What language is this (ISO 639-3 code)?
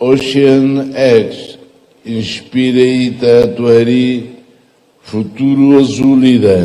tet